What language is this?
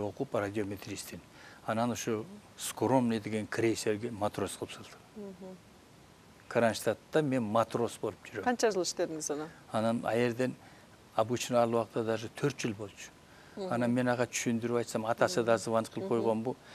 Kyrgyz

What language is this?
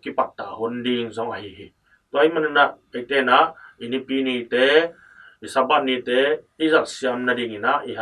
Tedim Chin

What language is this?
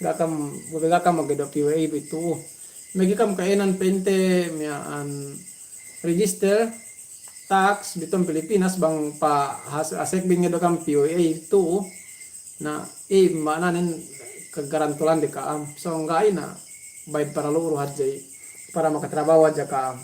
Yakan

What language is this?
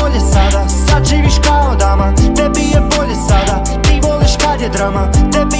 Croatian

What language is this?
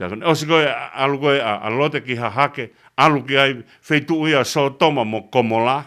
Tongan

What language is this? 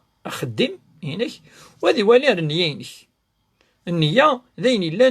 Kabyle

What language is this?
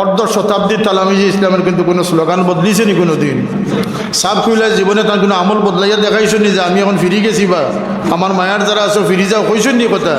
Sylheti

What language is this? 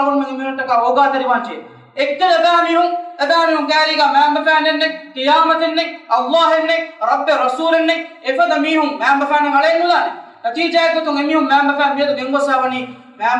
Divehi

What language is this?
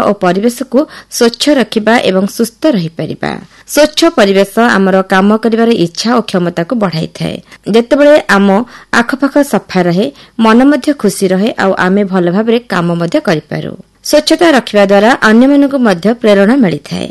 Odia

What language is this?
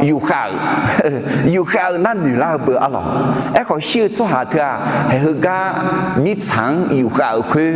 Akha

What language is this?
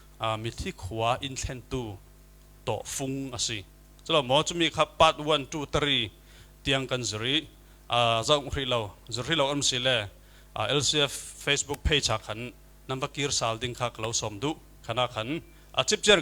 Falam Chin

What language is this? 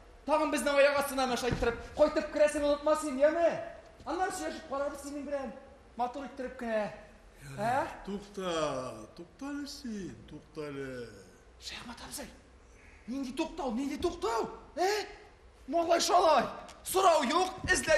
Tatar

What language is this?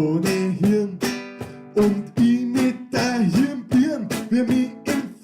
Bavarian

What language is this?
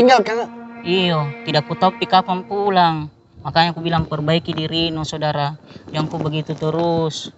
Makassar Malay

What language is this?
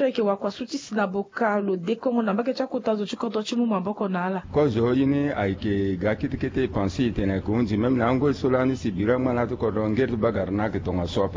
Sango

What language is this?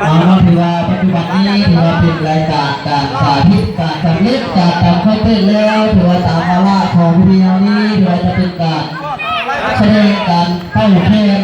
Hmong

